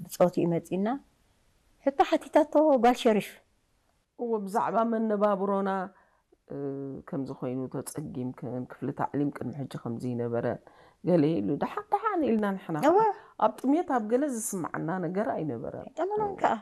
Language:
Tigrinya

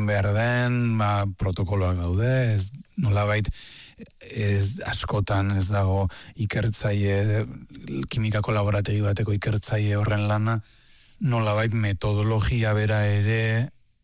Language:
Basque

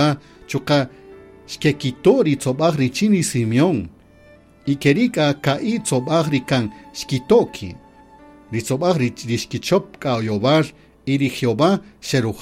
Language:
Kaqchikel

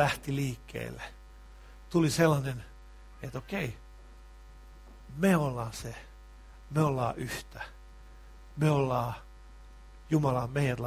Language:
Finnish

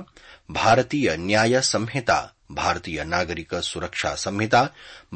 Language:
Sanskrit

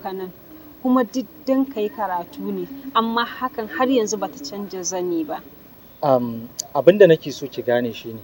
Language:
Hausa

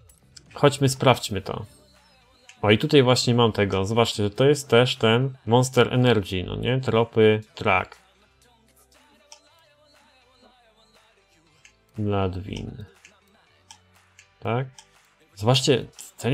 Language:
Polish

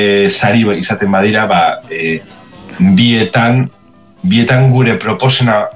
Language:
Basque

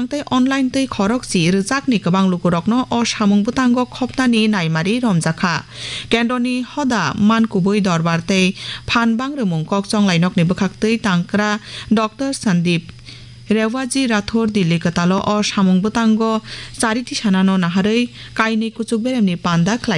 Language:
Kok Borok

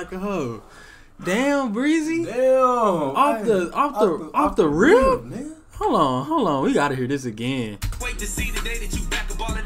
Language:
English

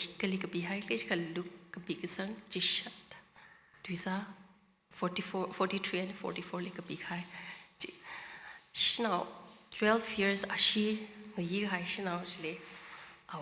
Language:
Tangkhul Naga (India)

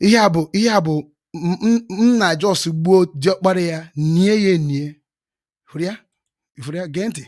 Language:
Igbo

